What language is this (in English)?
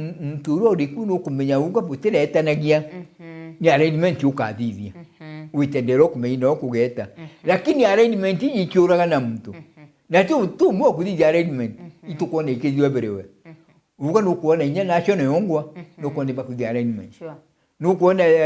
Meru